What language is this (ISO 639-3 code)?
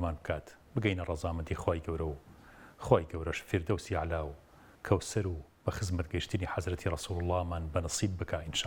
ckb